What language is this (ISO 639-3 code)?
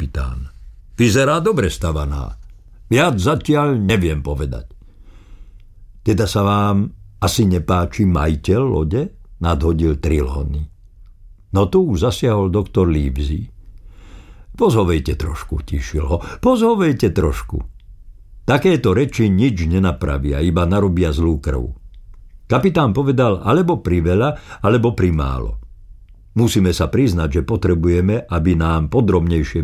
slk